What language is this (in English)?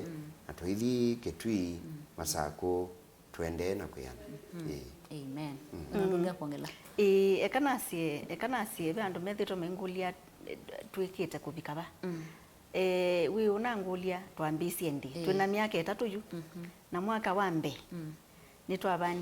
Kamba